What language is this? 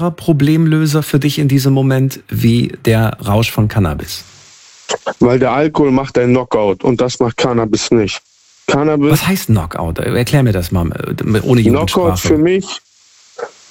German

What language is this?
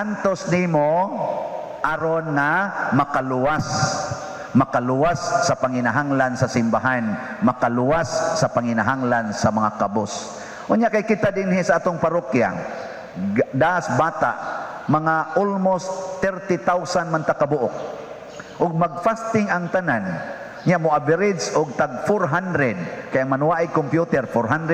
Cebuano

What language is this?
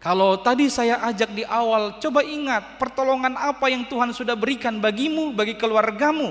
Batak Toba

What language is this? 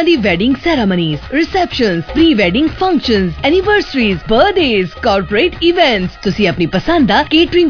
Punjabi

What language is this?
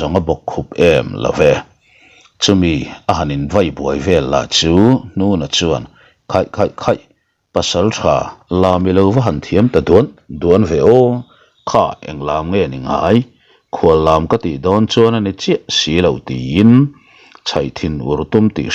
Mizo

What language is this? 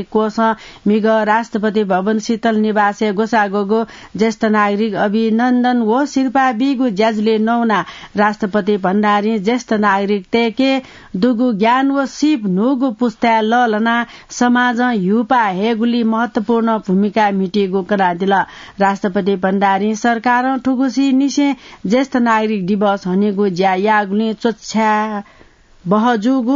Newari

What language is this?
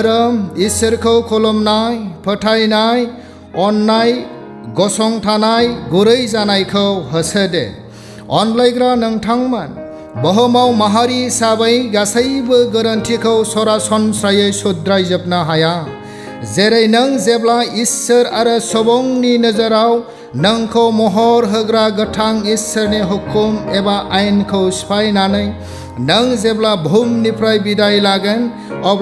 Bodo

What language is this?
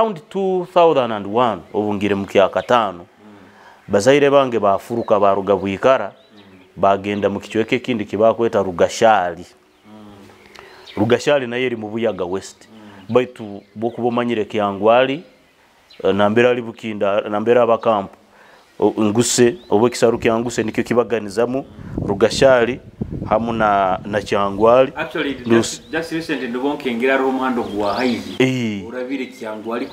Nyoro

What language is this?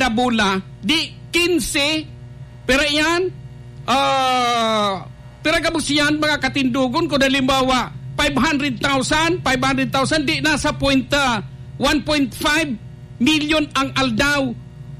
Bikol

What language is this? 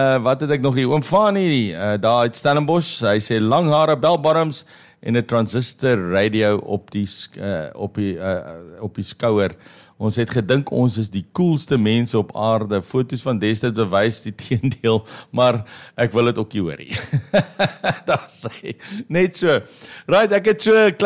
Afrikaans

